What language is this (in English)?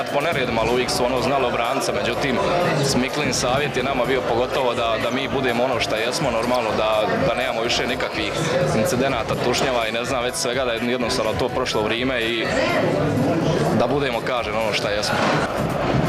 Croatian